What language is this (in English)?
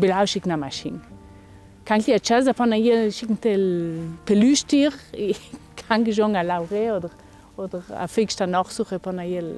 Ladin